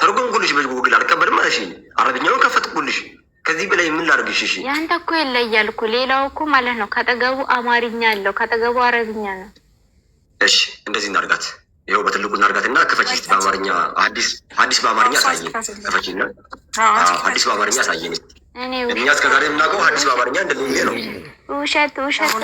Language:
Amharic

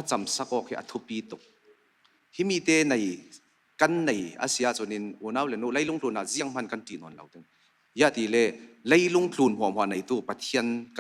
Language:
Falam Chin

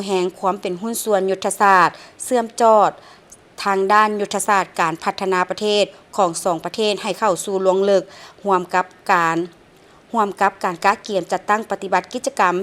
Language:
Lao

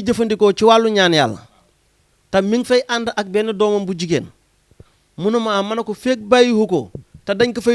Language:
Wolof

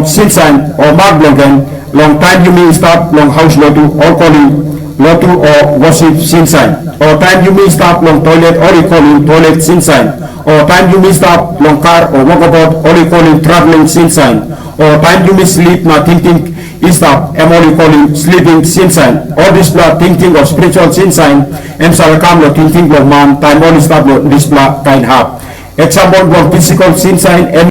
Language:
Tok Pisin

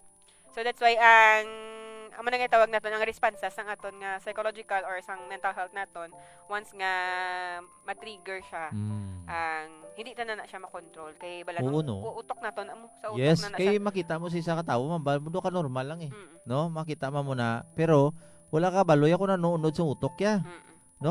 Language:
Hiligaynon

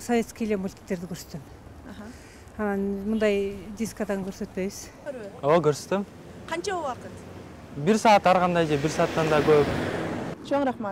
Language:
Kyrgyz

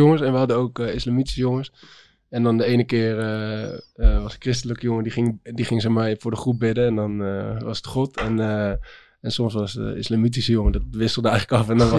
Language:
Dutch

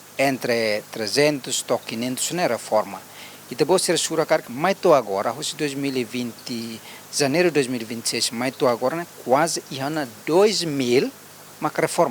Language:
Tetum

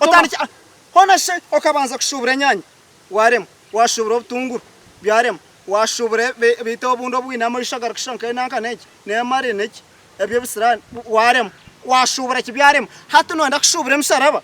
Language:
Nyankole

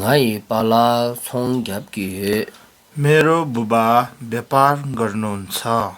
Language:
Tibetan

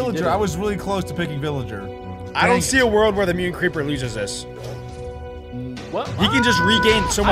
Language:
English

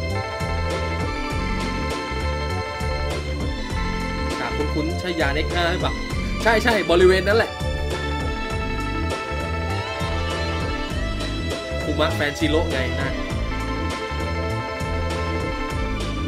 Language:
Thai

